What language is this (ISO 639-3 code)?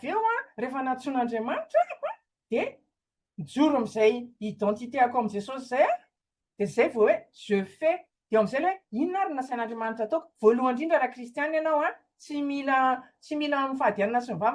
mlg